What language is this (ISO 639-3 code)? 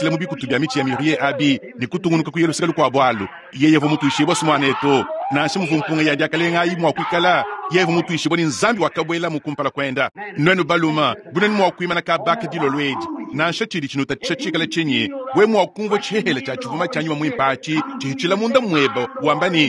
lua